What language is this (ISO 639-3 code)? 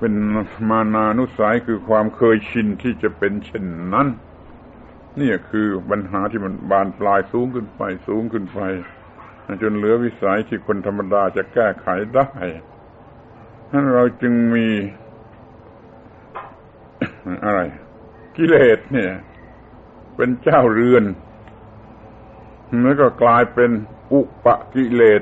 tha